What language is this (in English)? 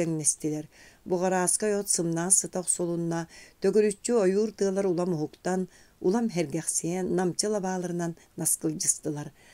Yakut